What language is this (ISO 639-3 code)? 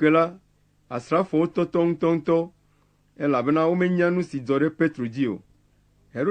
ewe